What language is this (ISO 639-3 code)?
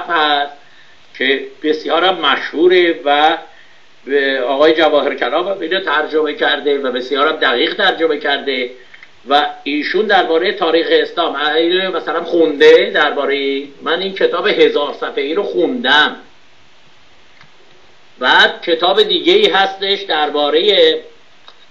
fas